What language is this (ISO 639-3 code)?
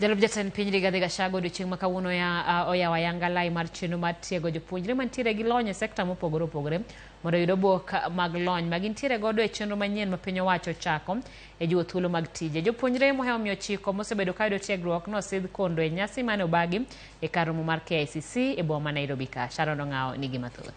luo